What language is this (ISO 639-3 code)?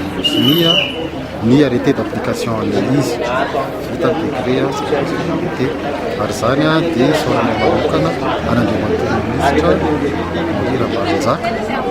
mlg